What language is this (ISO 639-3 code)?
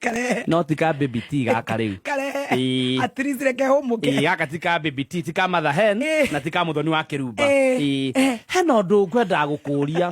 kik